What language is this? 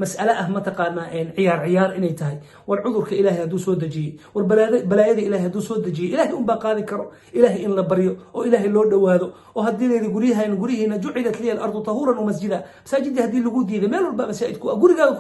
Somali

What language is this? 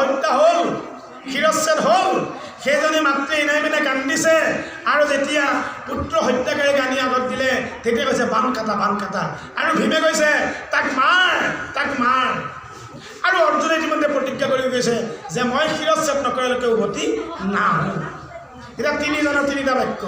Assamese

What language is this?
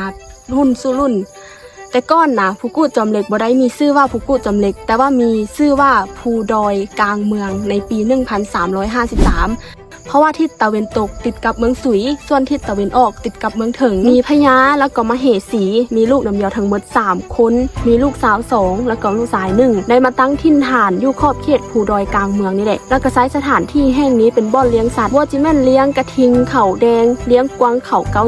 Lao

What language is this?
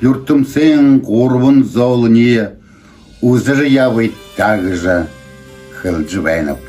Buriat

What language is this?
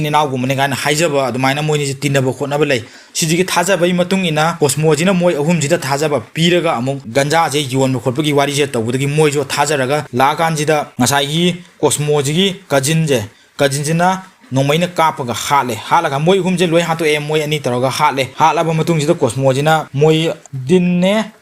Manipuri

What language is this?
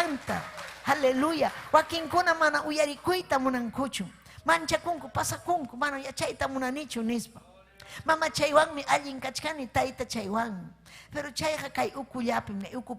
Ayacucho Quechua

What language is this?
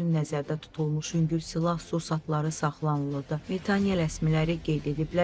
Azerbaijani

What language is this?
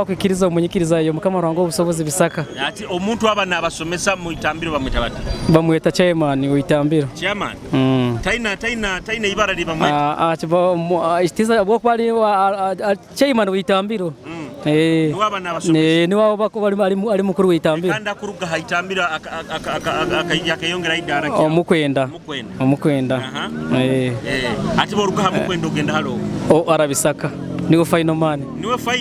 Nyoro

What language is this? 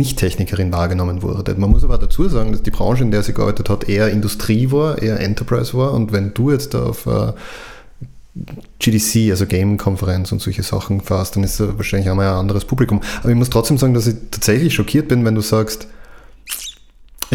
German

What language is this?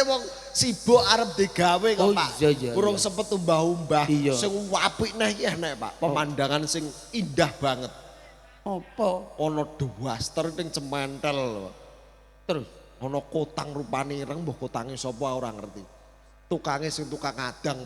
Javanese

